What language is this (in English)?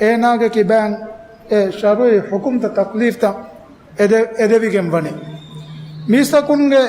Divehi